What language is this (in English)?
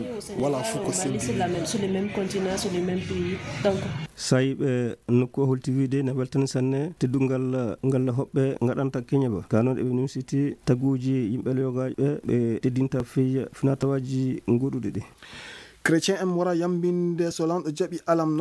Fula